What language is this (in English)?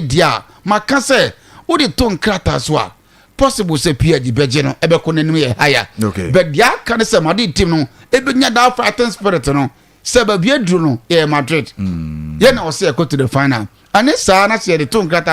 Akan